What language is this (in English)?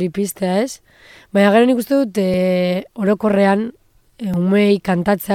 Basque